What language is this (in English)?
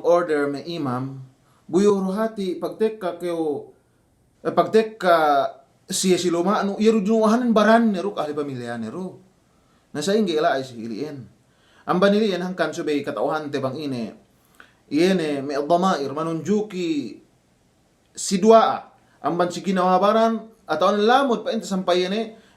Yakan